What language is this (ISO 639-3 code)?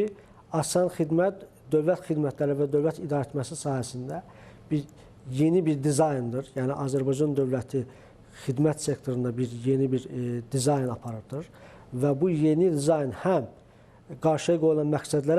aze